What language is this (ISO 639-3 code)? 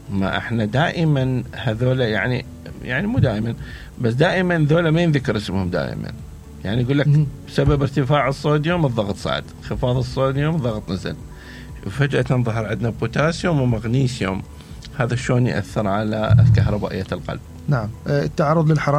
acm